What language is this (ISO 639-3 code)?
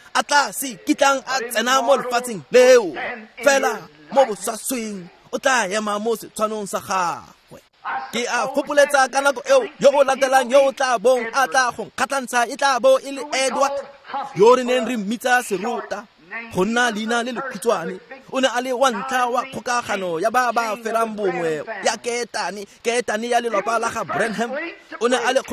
tsn